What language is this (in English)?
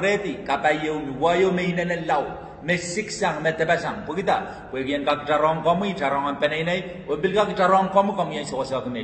Pohnpeian